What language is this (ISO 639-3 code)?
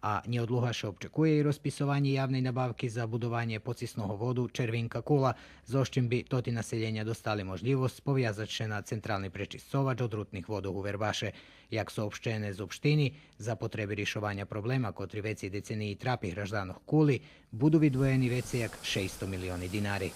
rue